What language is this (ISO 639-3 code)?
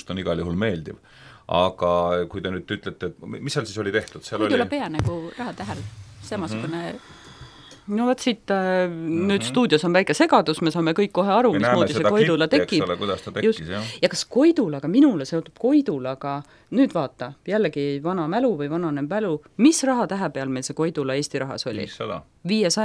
est